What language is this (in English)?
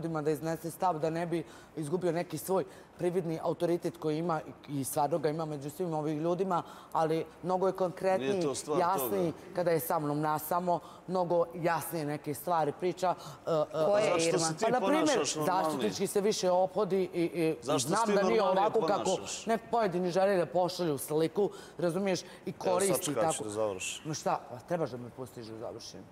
Bosnian